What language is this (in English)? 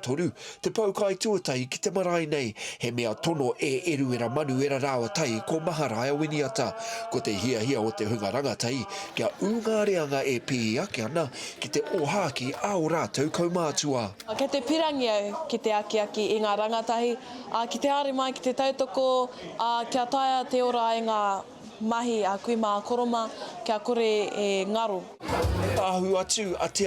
Māori